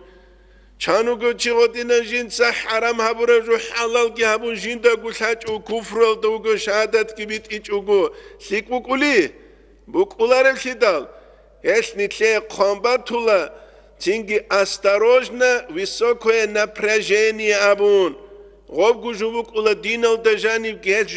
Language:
Avaric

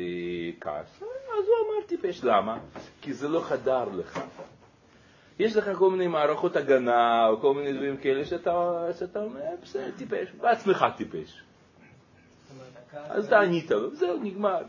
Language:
Hebrew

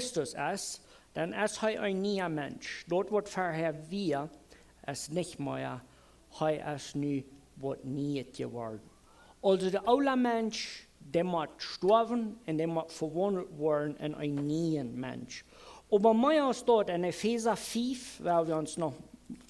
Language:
Plautdietsch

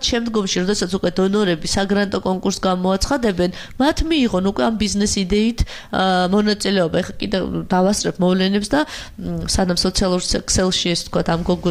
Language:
Georgian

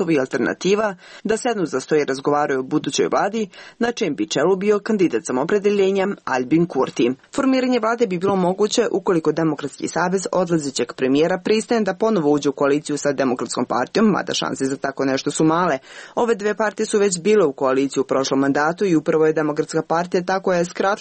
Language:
Serbian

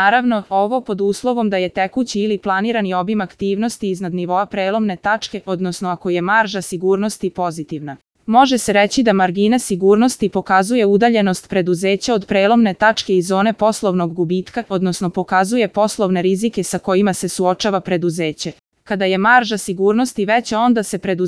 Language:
Serbian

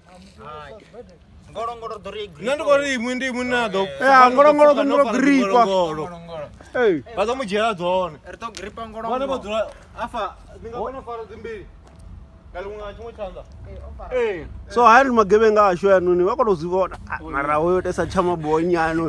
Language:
Venda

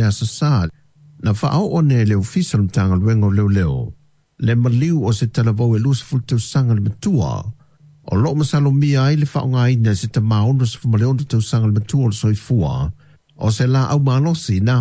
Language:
Samoan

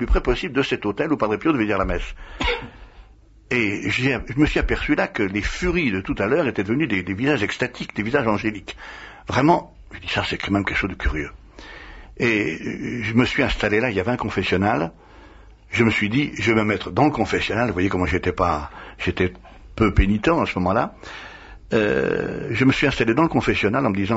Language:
French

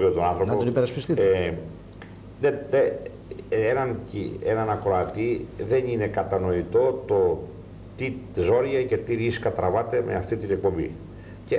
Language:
Greek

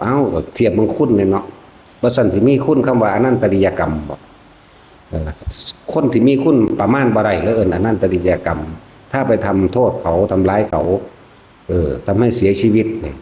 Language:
Northeastern Thai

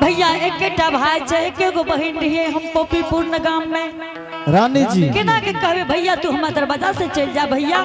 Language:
Angika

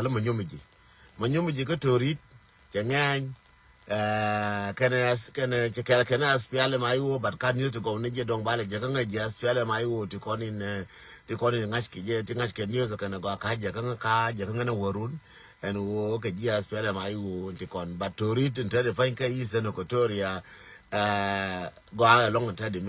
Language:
Nuer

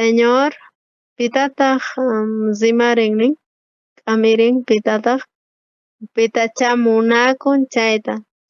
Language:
South Bolivian Quechua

